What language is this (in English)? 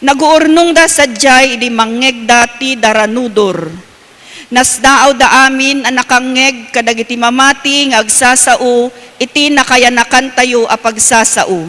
Iloko